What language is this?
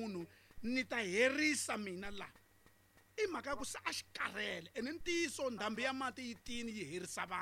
Tsonga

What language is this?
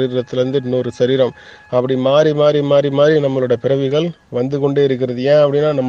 Tamil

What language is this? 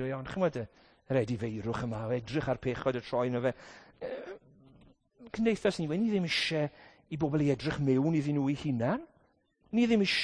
Welsh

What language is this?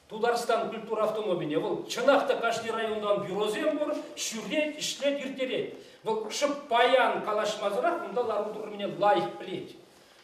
Chuvash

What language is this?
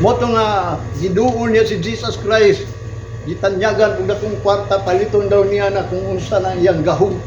Cebuano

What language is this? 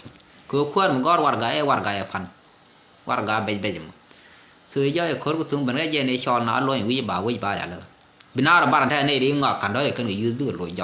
Nuer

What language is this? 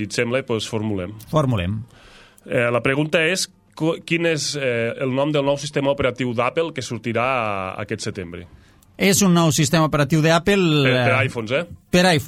Catalan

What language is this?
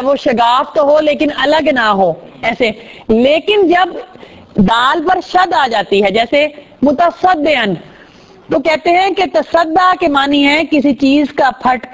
Urdu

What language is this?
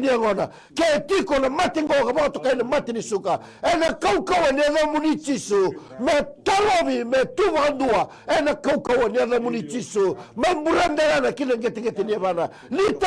Fijian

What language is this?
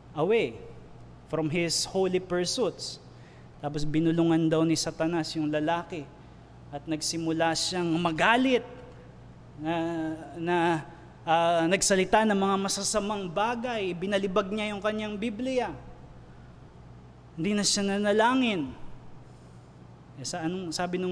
Filipino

